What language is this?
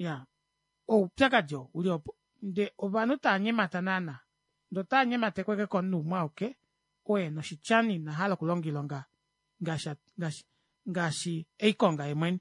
Kuanyama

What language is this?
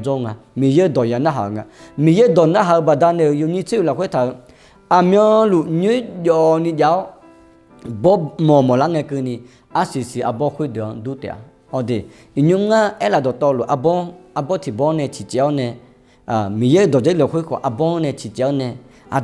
Akha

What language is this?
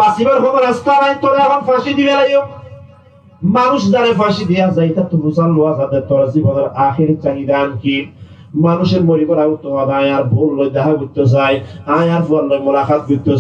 Rohingya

